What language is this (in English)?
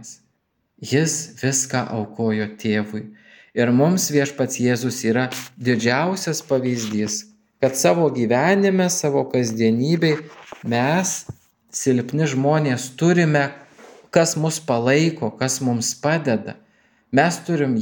Lithuanian